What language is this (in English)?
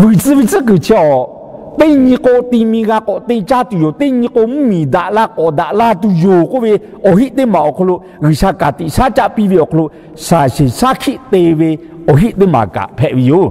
Lahu